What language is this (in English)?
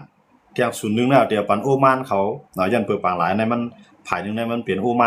Shan